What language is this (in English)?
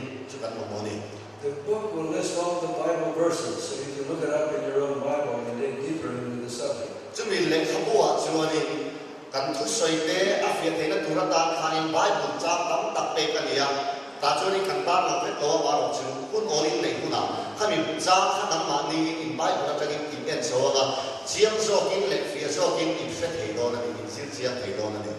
Mizo